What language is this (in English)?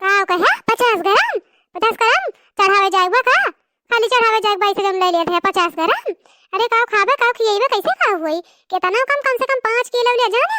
Awadhi